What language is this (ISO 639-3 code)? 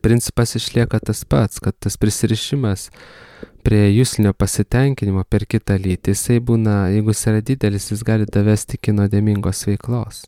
lit